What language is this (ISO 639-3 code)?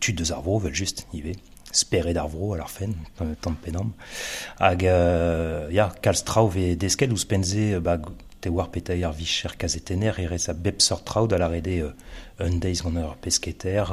bre